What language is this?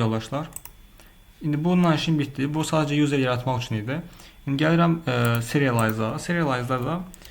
Azerbaijani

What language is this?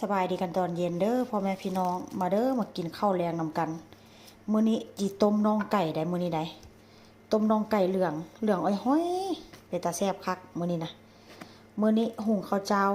Lao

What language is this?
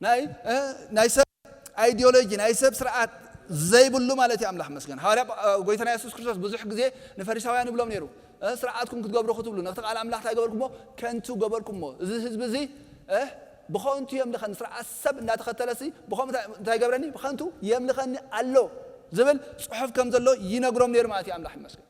Tigrinya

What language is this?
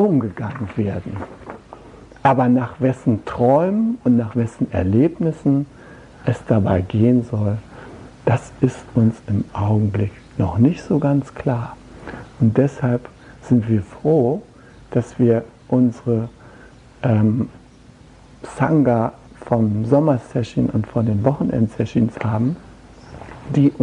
German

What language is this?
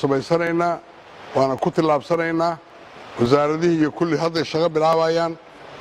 Somali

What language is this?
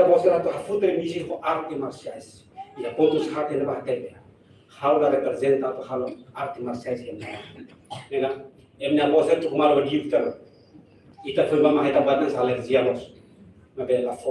Tetum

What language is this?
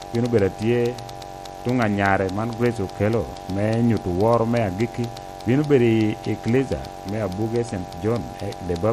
Lango (Uganda)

